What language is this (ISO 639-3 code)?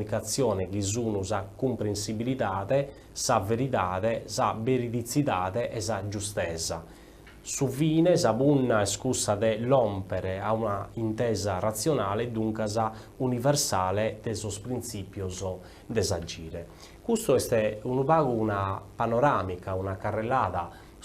srd